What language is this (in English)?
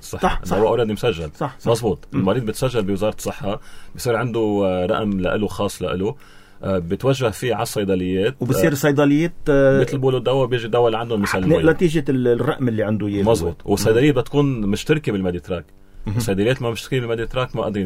North Levantine Arabic